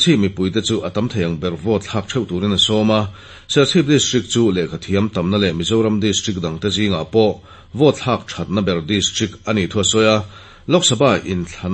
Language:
Mizo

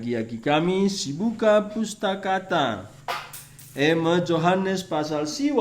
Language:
Batak Karo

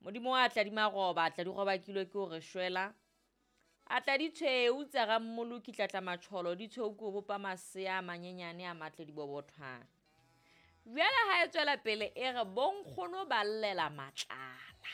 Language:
Southern Sotho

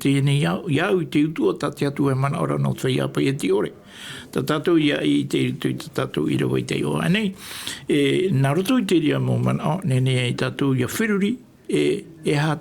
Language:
Tahitian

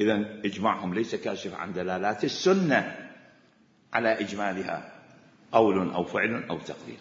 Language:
Mesopotamian Arabic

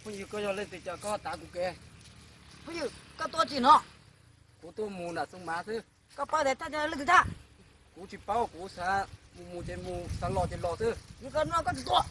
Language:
Hmong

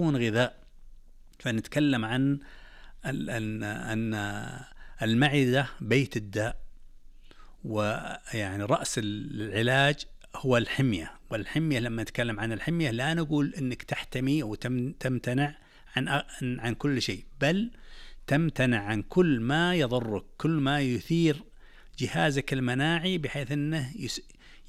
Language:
Arabic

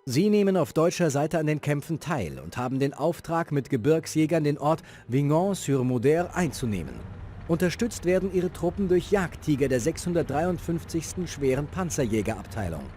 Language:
Bavarian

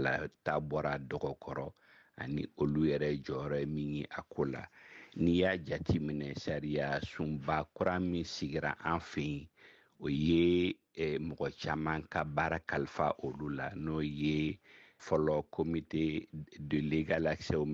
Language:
Bambara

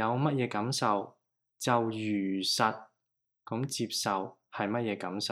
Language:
Cantonese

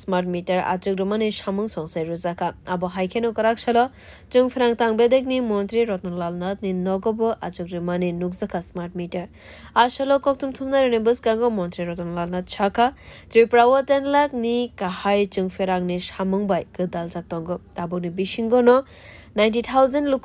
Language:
Kok Borok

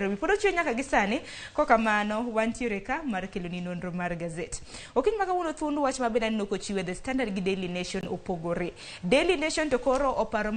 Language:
Luo (Kenya and Tanzania)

